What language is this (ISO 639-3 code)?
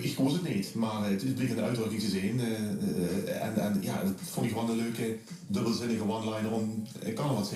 lim